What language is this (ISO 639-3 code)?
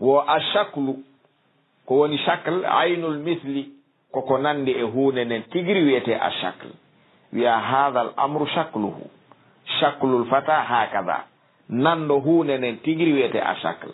ful